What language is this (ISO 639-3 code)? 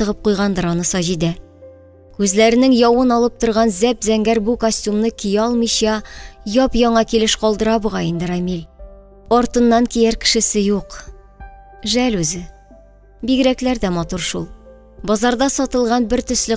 tat